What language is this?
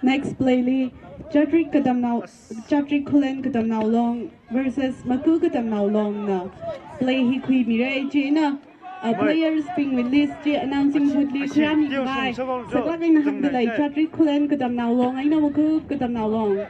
Tangkhul Naga (India)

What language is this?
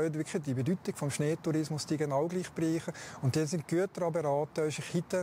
Swiss German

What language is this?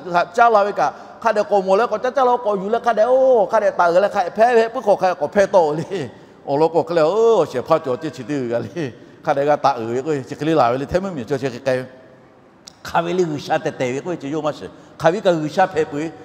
Lahu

